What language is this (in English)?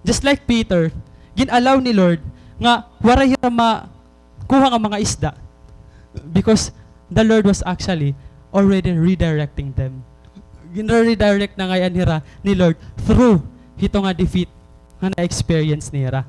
Waray